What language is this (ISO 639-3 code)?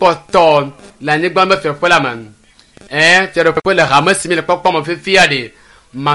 ewe